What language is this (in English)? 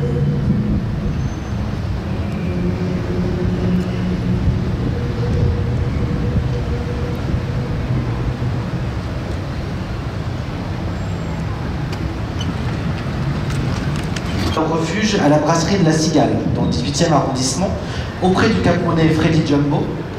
French